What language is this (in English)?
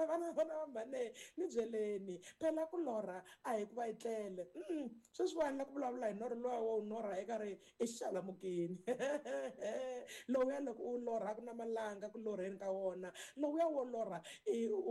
Tsonga